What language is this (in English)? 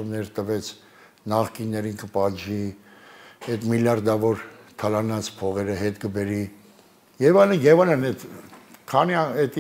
Armenian